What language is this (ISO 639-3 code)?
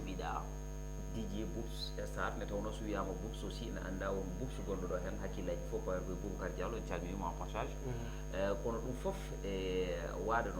ful